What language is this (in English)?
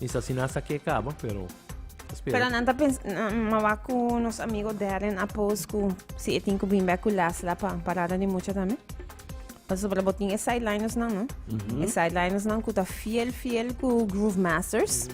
Papiamento